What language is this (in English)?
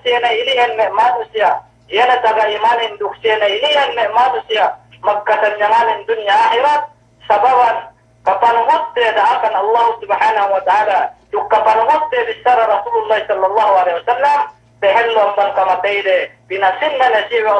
Yakan